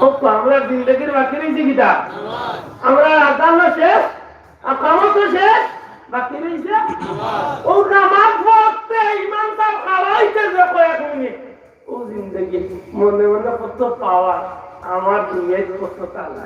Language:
Sylheti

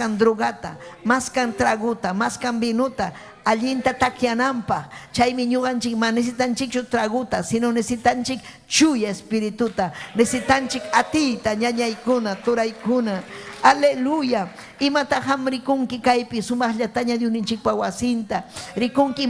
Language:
Ayacucho Quechua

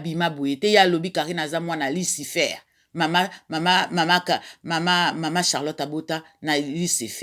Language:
Lingala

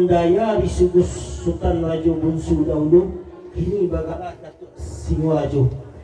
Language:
Minangkabau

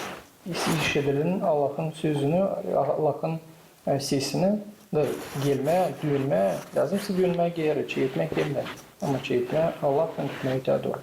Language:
Gagauz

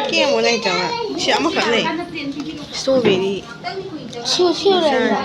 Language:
Manipuri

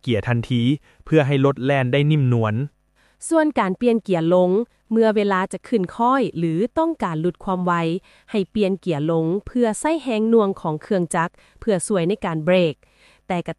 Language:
Lao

